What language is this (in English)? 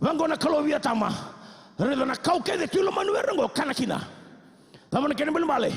Fijian